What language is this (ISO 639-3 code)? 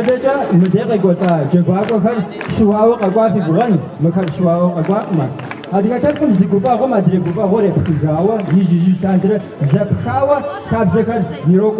kbd